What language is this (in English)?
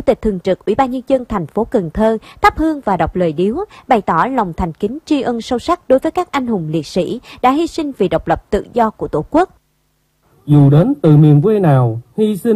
Vietnamese